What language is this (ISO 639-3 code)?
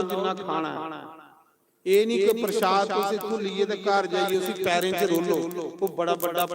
doi